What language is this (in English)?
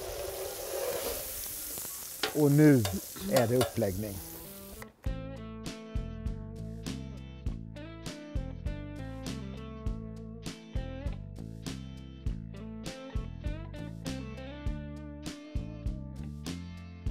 Swedish